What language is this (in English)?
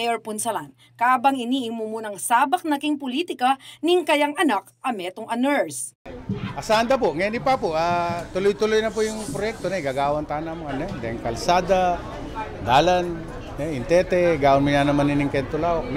Pampanga